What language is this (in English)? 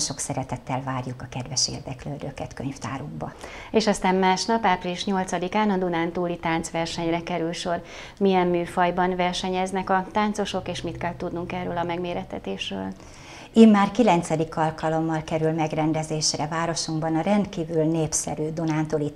Hungarian